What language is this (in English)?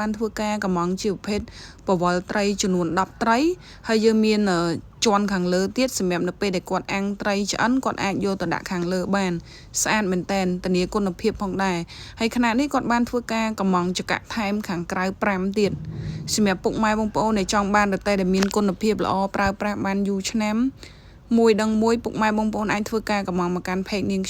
Khmer